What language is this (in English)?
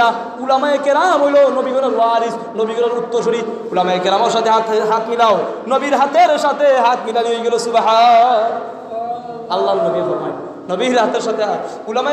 Sylheti